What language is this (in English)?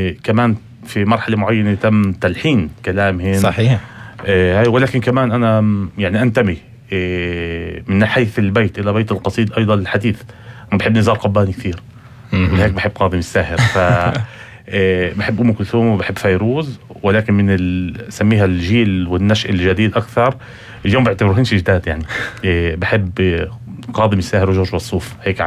North Levantine Arabic